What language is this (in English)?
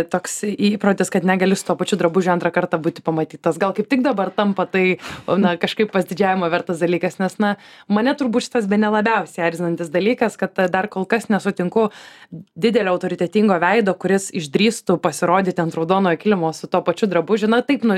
Lithuanian